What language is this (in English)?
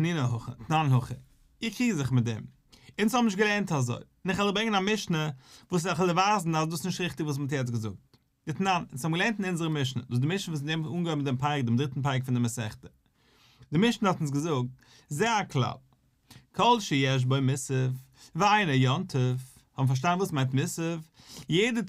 Yiddish